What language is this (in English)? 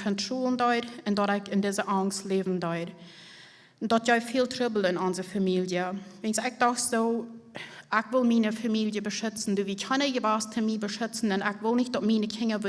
Plautdietsch